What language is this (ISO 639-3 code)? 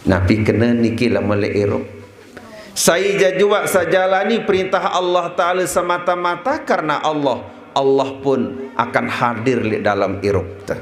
sas